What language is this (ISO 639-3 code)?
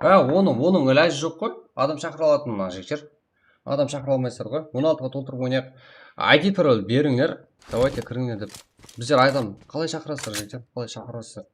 kaa